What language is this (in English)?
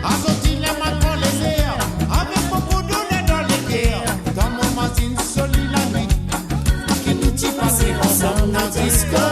Morisyen